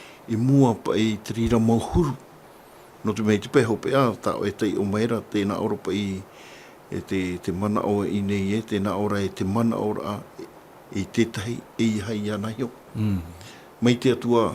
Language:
Tahitian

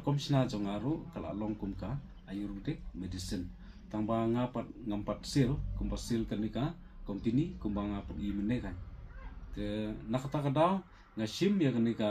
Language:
Khasi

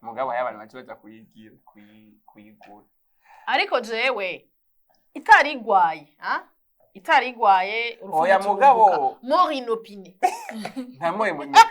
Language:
Rundi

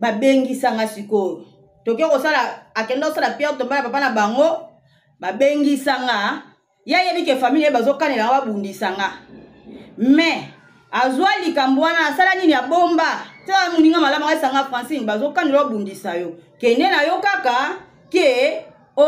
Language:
Lingala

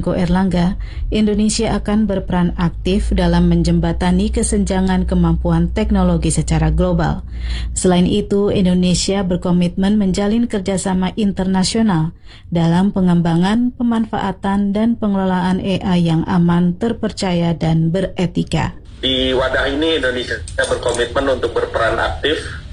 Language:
Indonesian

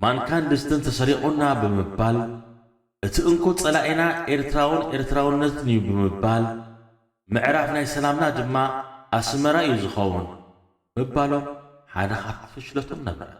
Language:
Tigrinya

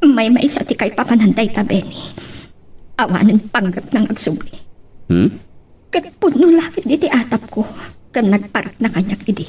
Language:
Iloko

